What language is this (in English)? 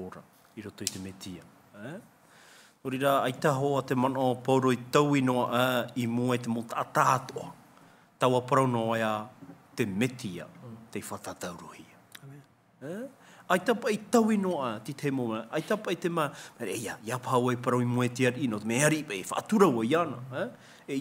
Tahitian